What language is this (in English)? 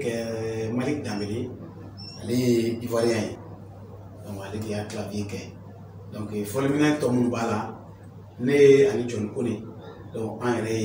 Bambara